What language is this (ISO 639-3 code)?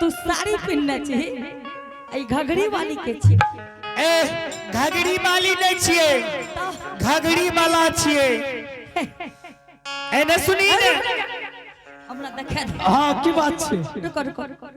anp